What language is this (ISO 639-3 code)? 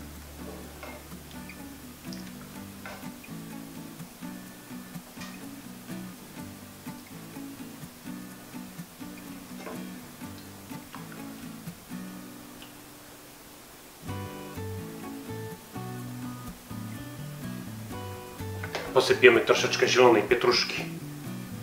pol